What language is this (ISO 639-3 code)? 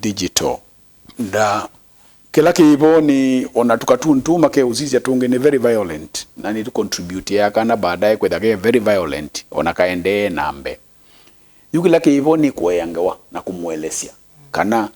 kam